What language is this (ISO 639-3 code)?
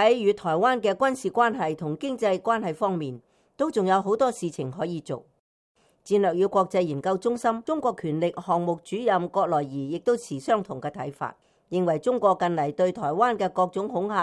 yue